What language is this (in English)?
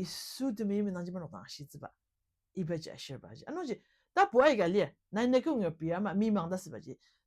Ao Naga